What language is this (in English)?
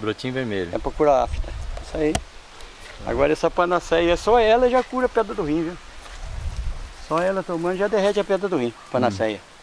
Portuguese